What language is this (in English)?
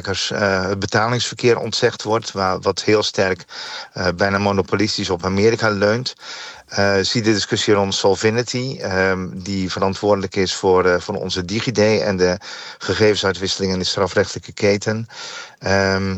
Dutch